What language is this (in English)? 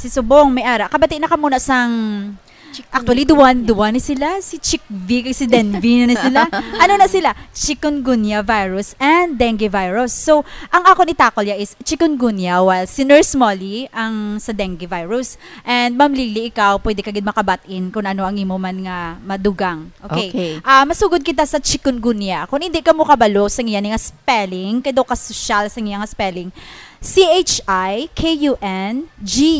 Hiligaynon